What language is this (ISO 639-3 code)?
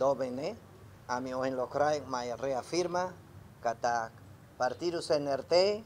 tet